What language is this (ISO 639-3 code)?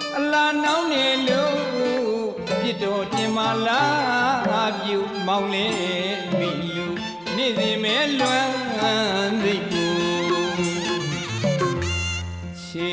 mya